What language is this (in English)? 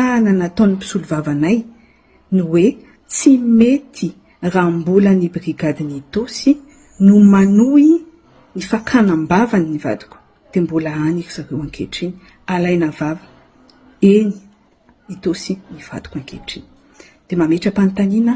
Malagasy